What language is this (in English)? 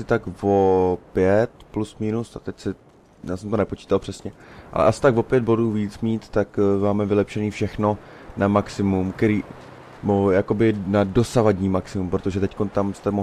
Czech